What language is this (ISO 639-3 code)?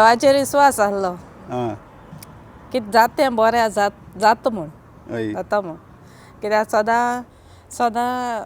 kok